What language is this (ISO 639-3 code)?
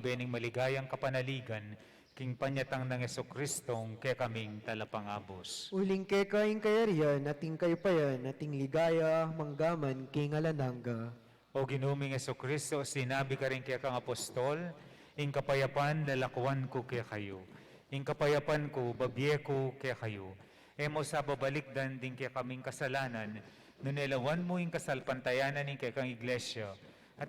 pam